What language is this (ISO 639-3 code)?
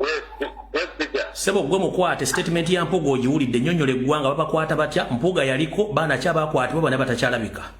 lug